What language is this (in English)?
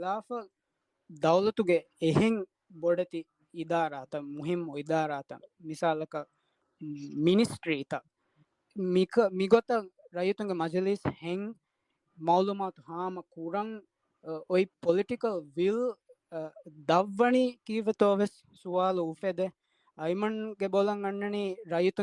Divehi